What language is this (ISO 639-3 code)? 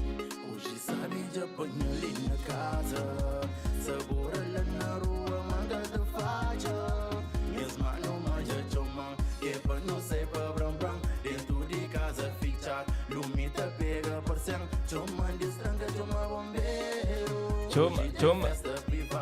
kea